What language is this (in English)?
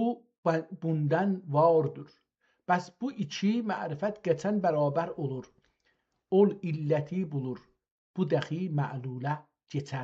South Azerbaijani